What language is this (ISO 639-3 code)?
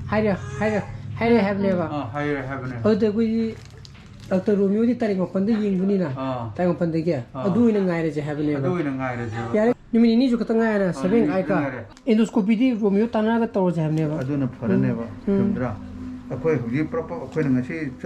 mni